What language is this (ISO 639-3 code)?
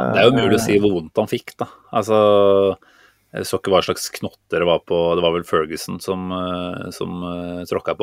nor